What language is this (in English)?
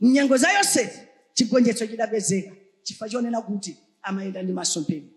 Nyanja